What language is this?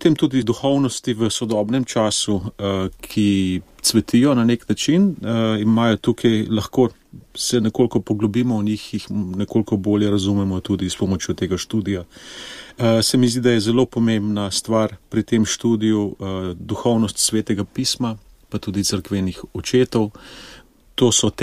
Slovenian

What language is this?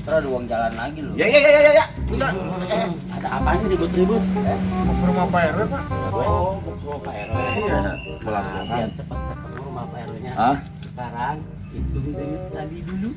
Betawi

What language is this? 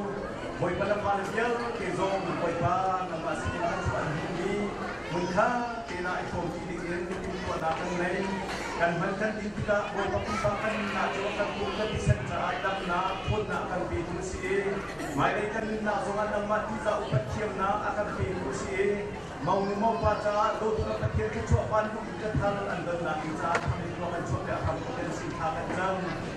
Hakha Chin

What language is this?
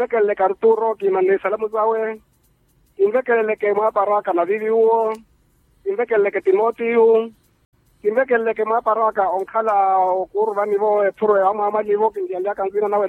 Makhuwa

